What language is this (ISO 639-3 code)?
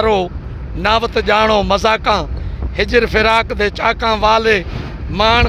snd